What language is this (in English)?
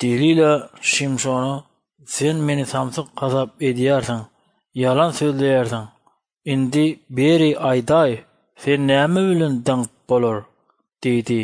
Turkmen